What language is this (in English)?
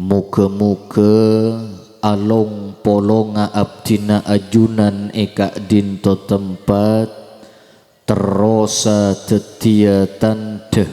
Madurese